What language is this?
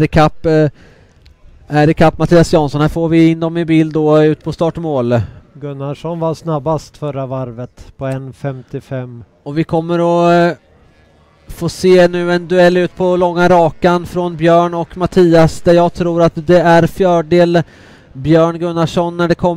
Swedish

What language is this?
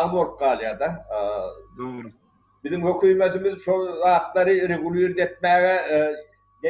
Turkmen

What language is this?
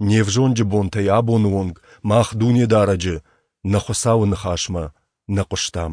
Ossetic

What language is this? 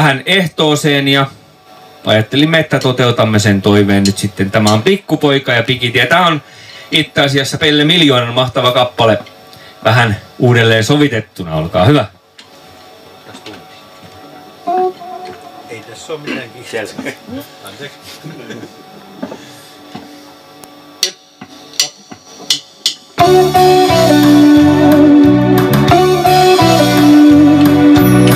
Finnish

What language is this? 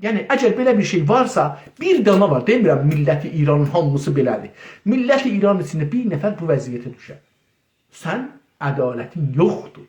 South Azerbaijani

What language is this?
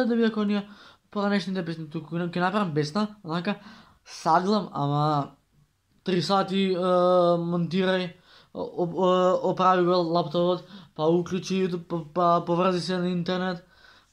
Macedonian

